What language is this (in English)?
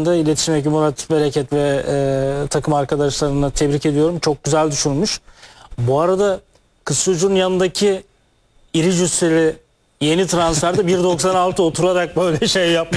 Turkish